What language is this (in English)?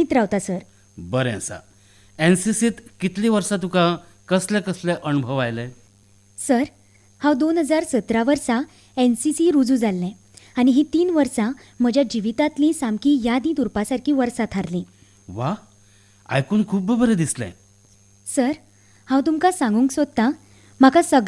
Konkani